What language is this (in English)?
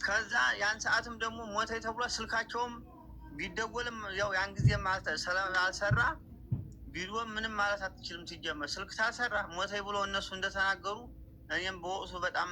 Amharic